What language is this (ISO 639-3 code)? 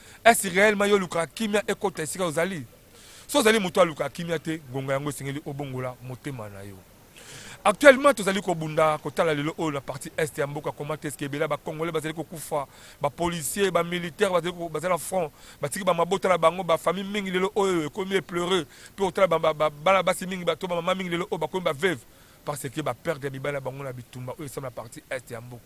lin